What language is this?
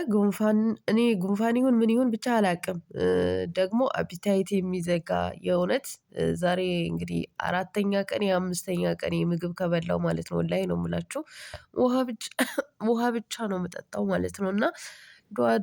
Amharic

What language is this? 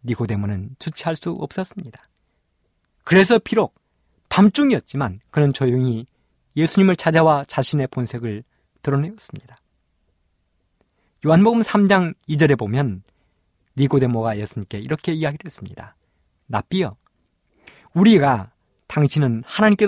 Korean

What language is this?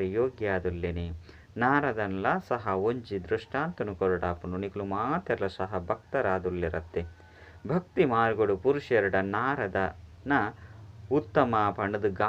Tulu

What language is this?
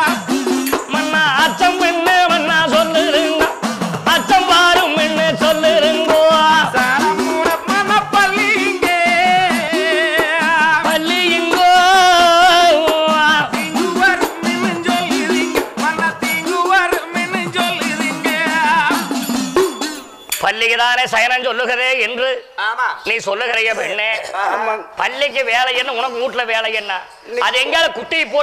Tamil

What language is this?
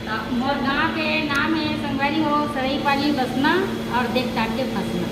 Chhattisgarhi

